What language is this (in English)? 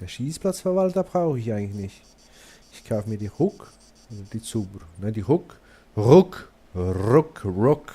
Swiss German